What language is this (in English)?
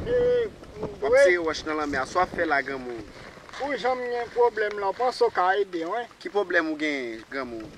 Haitian Creole